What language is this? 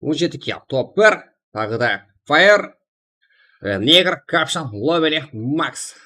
Kara-Kalpak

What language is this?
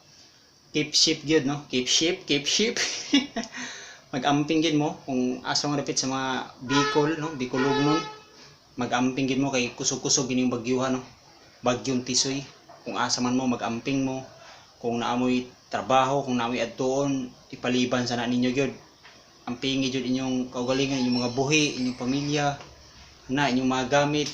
Cebuano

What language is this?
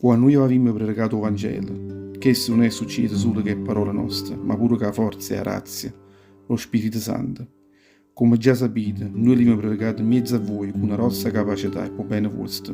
Neapolitan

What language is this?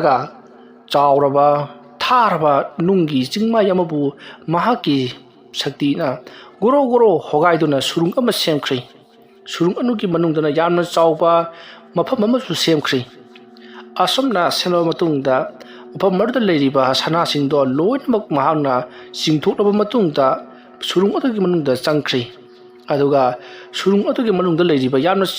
Manipuri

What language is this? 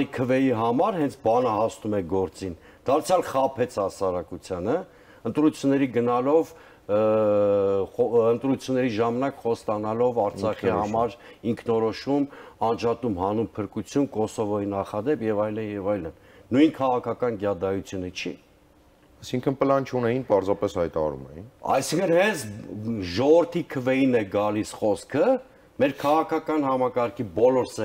Armenian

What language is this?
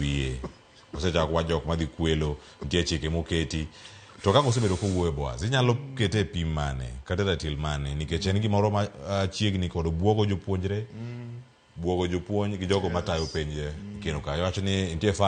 Luo (Kenya and Tanzania)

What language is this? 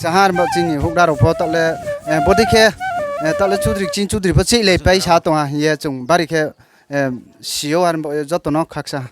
Riang (India)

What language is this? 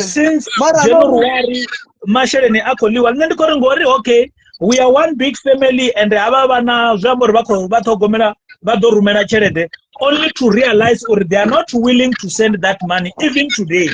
Venda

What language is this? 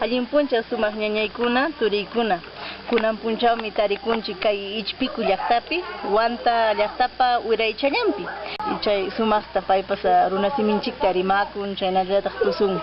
Ayacucho Quechua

